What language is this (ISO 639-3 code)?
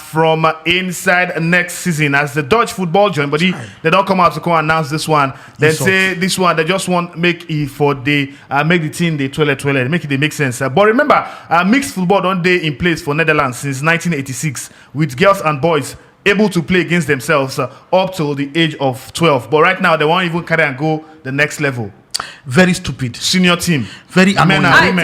pcm